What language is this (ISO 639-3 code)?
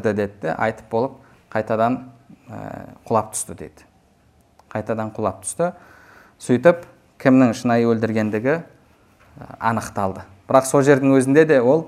kaz